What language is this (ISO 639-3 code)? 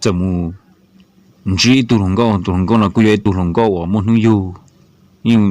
hmn